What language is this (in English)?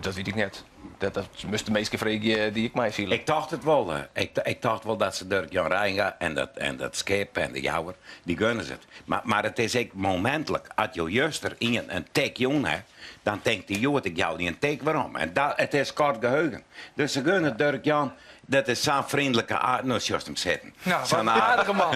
Western Frisian